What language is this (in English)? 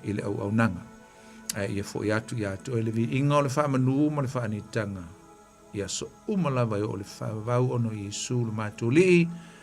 Samoan